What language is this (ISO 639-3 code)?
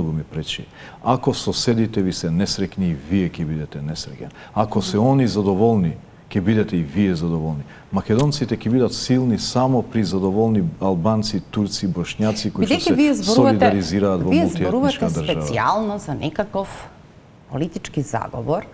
mkd